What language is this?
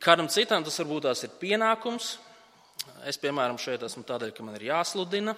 Latvian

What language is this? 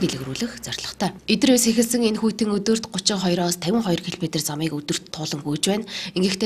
Mongolian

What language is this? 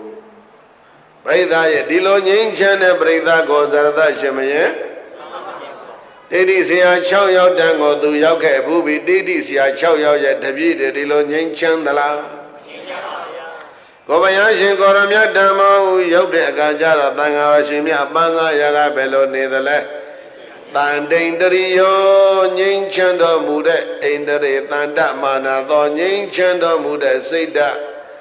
Burmese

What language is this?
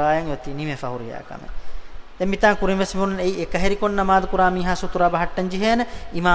Divehi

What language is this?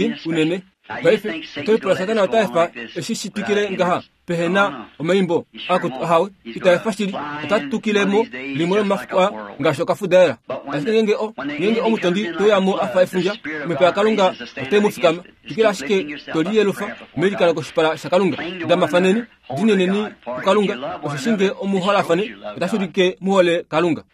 Kuanyama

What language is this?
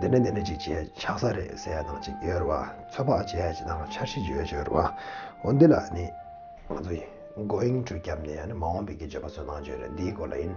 Tibetan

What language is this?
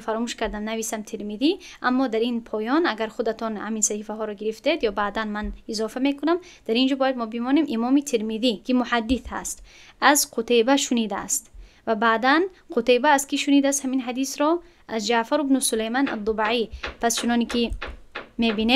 Tajik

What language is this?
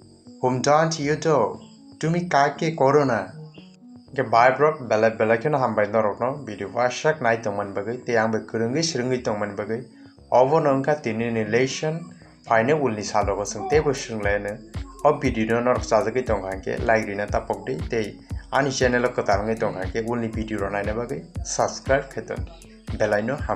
Kok Borok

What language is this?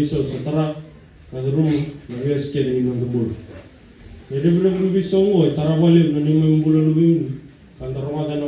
Fijian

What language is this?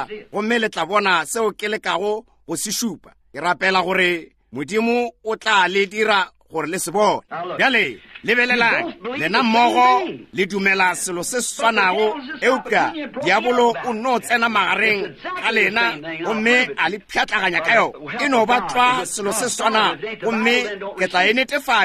Northern Sotho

